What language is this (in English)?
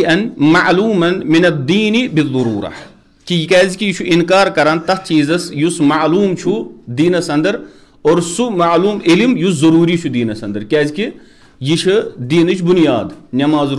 Kashmiri